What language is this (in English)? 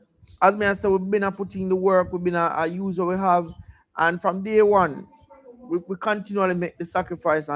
Jamaican Creole English